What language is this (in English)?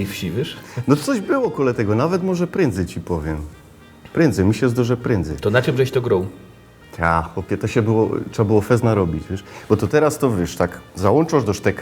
Silesian